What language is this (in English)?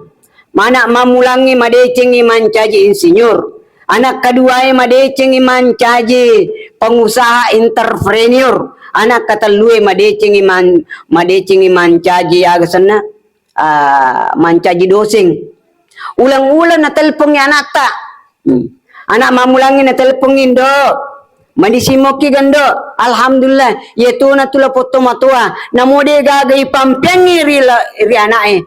Buginese